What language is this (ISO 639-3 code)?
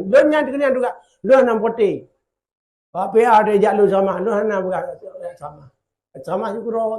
ace